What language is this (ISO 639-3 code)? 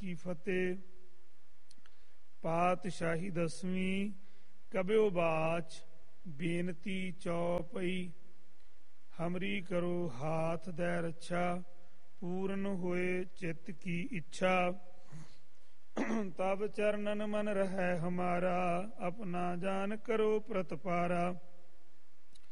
pan